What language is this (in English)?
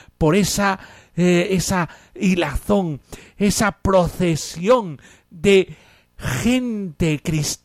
Spanish